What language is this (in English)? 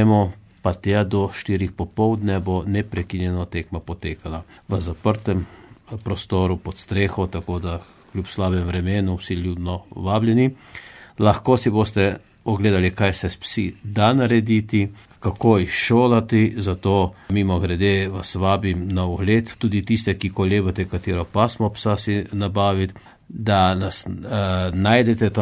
Slovenian